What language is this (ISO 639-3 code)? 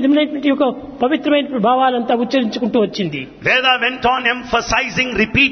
tel